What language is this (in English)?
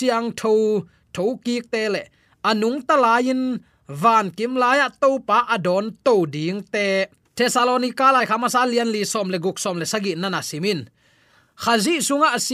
Tedim Chin